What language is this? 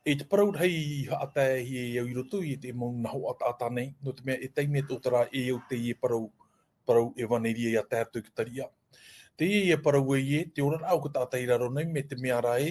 Tahitian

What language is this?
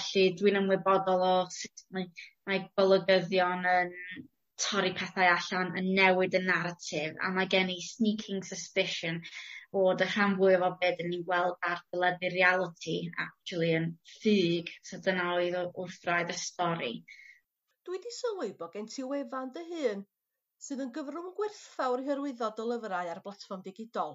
Welsh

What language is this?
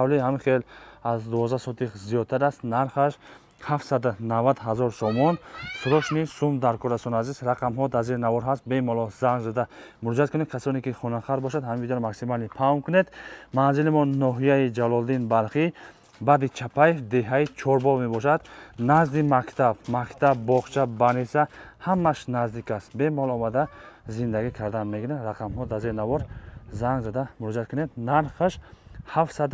Tajik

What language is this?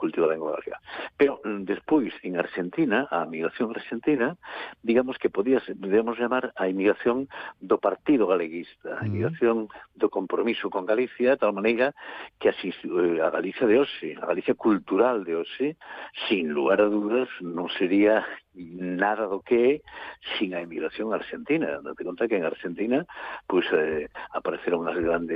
Galician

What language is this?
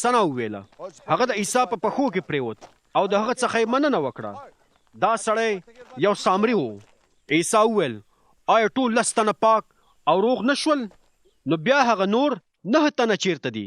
Pashto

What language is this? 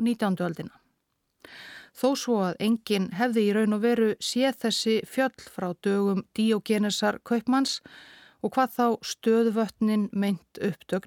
Icelandic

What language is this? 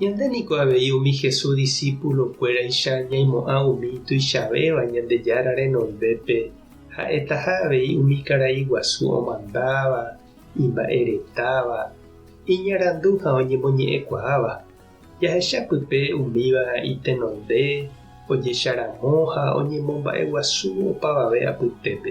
Guarani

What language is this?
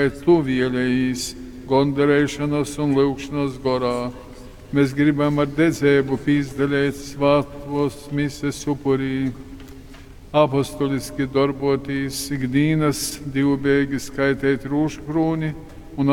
Latgalian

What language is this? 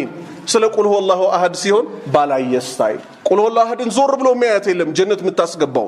Amharic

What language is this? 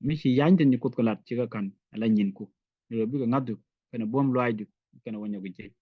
Nuer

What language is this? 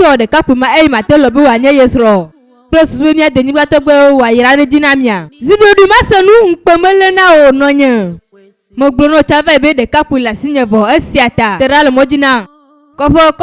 Ewe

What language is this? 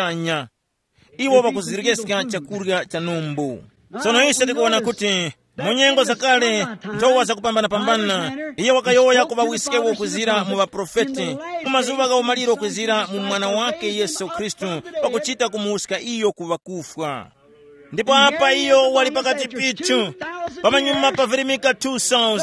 Tumbuka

